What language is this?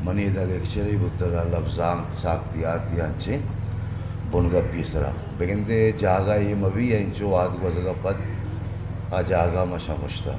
Eastern Balochi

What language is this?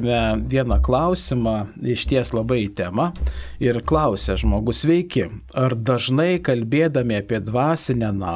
Lithuanian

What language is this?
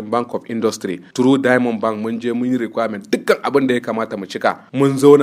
Hausa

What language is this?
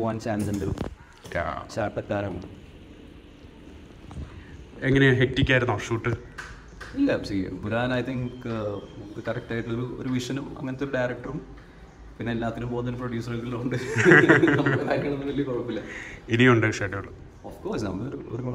Malayalam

